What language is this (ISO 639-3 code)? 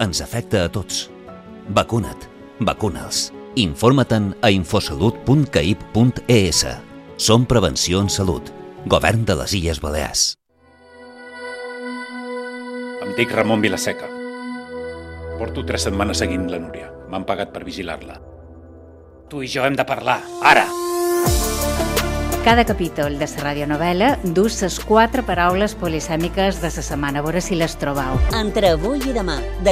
cat